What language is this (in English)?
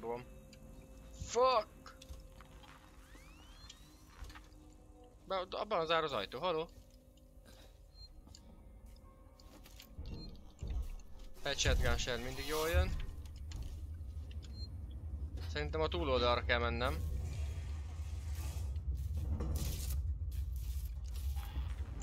Hungarian